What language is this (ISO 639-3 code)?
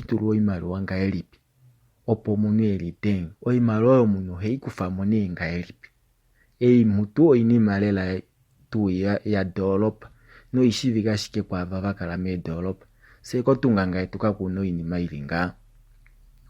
kua